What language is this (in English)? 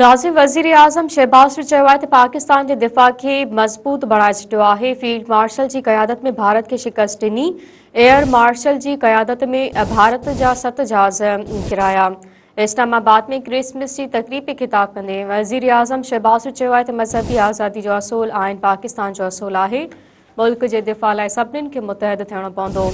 Sindhi